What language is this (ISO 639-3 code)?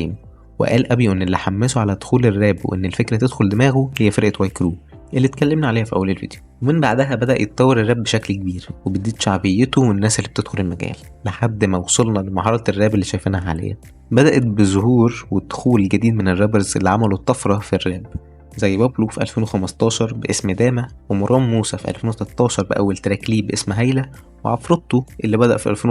arz